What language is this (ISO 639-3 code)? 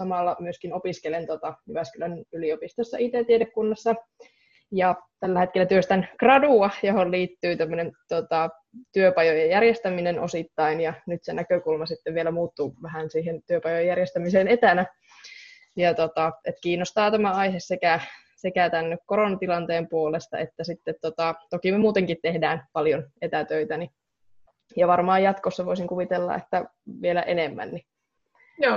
fin